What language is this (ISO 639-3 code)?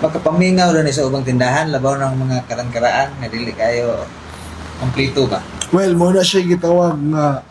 ceb